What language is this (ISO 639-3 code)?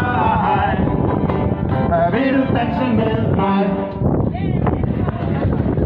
dan